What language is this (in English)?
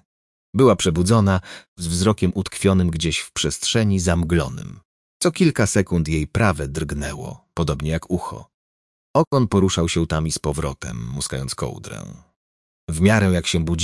Polish